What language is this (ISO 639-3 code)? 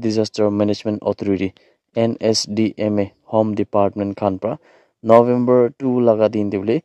nag